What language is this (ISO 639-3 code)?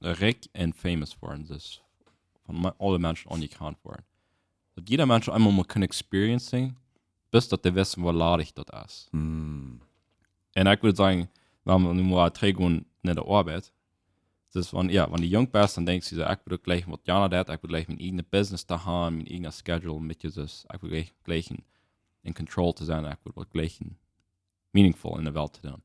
pdt